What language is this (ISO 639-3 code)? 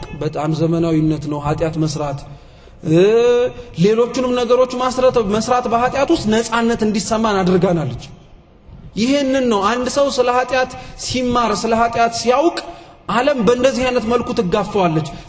amh